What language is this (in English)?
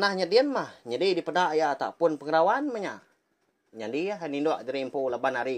Iban